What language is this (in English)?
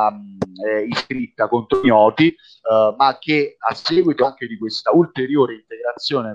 Italian